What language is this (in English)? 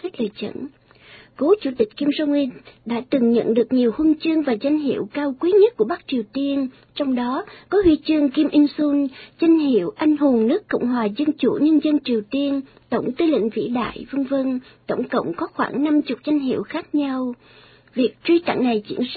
Vietnamese